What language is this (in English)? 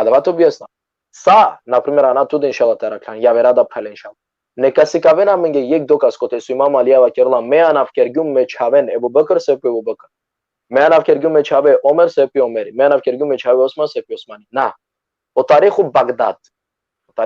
Balkan Romani